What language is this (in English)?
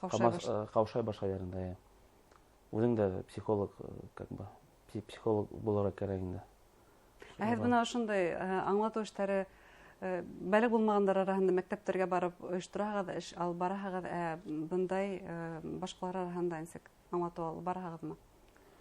Bashkir